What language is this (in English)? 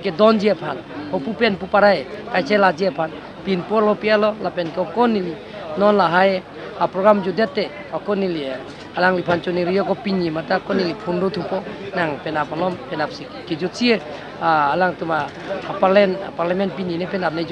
Karbi